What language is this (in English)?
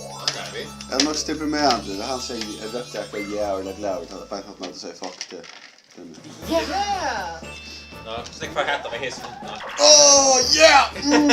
Faroese